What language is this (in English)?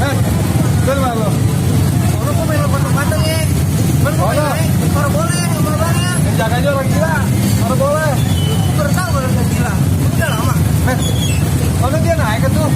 Betawi